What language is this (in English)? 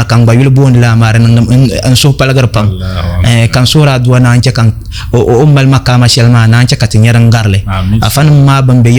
Dagbani